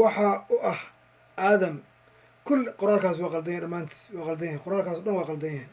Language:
Somali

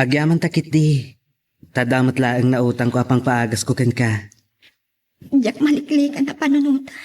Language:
Iloko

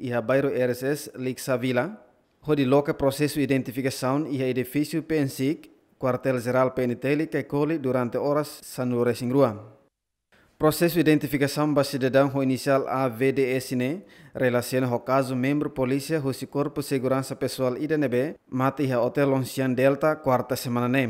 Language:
Tetum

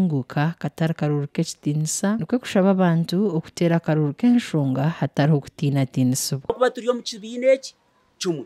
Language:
Nyankole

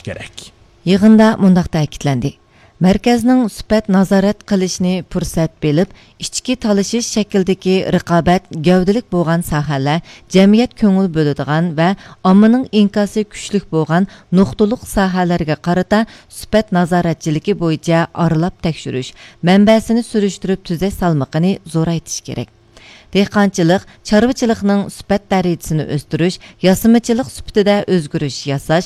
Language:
Uyghur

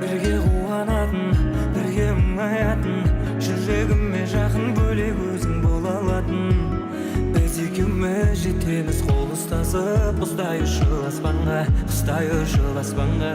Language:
Kara-Kalpak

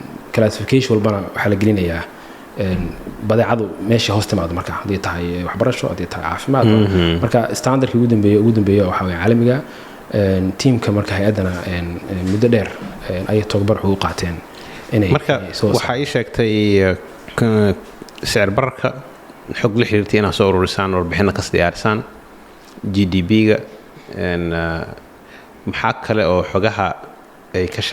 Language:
Somali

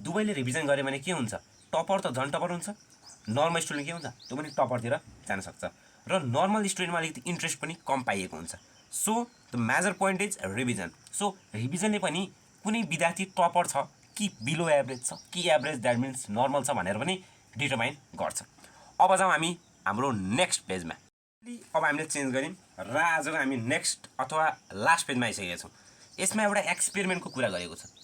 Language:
Nepali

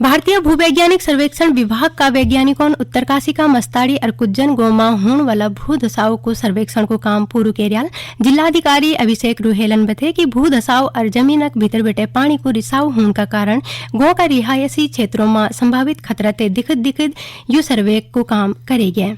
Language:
Garhwali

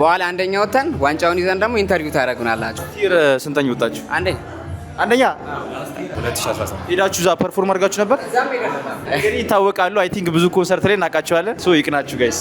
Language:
Amharic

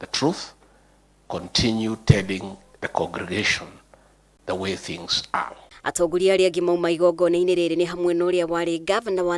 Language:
Kikuyu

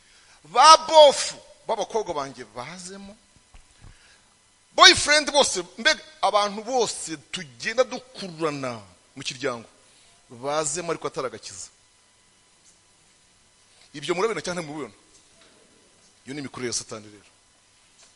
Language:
Kinyarwanda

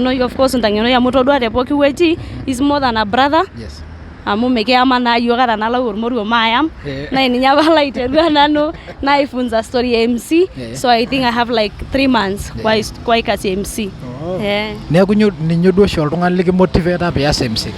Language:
Masai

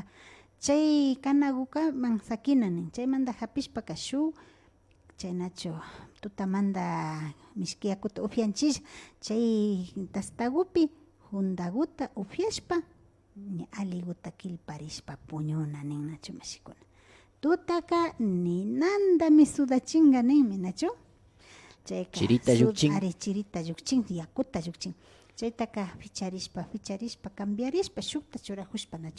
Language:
Imbabura Highland Quichua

